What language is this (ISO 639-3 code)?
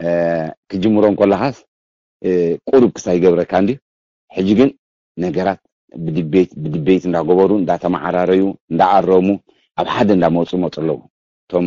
tir